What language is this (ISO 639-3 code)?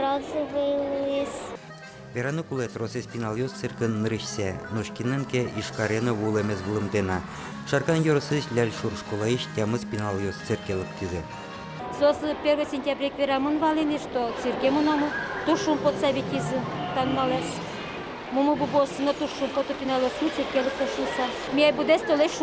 udm